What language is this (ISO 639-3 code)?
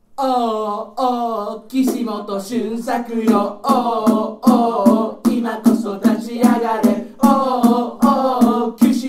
jpn